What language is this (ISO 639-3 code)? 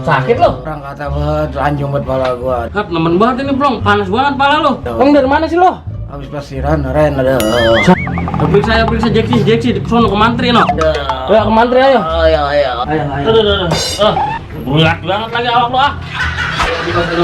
bew